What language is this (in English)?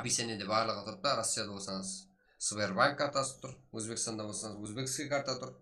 Kara-Kalpak